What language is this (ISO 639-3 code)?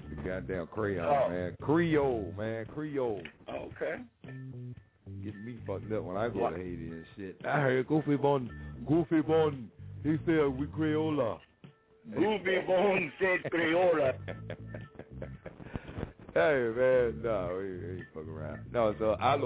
eng